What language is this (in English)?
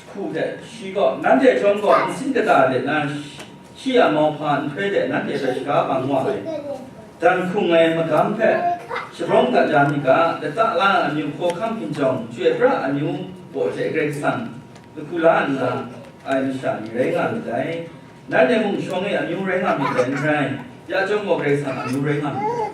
Kachin